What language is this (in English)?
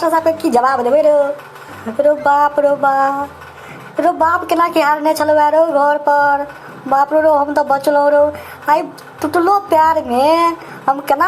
Maithili